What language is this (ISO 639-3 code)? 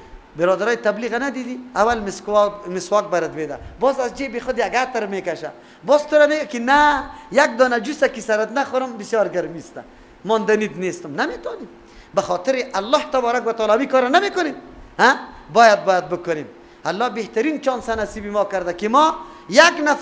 fas